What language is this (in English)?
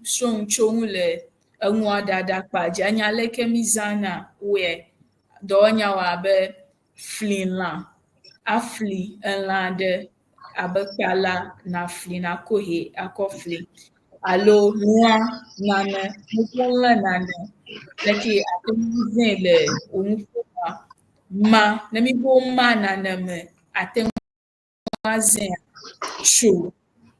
Ewe